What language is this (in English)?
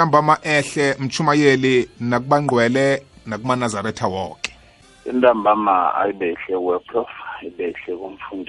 South Ndebele